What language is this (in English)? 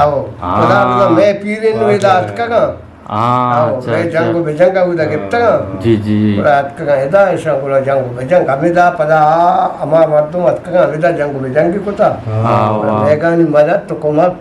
Eastern Balochi